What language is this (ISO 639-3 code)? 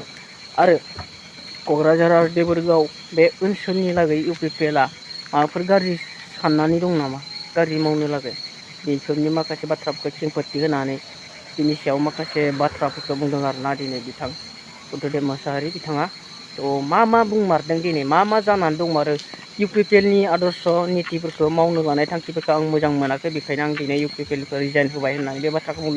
brx